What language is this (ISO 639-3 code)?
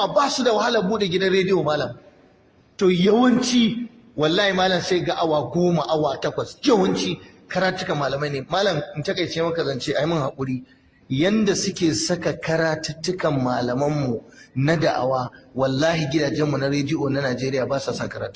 hau